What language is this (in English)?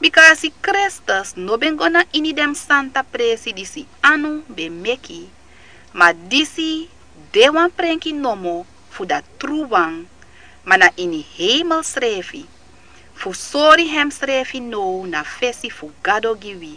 Sranan Tongo